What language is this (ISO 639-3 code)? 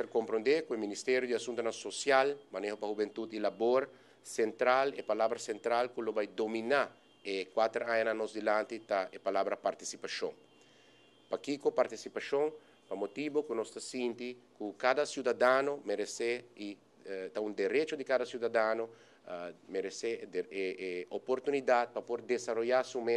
pap